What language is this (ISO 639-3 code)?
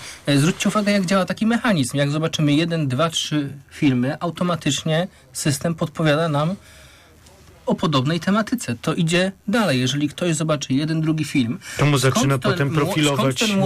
pol